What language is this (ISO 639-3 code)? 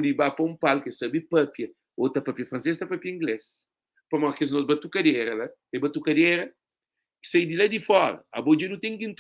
kea